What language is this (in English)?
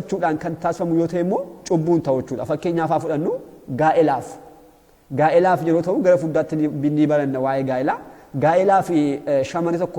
Oromo